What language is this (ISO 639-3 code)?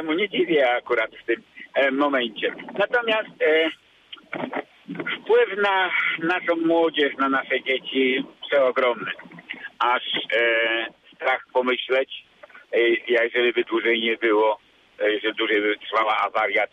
pol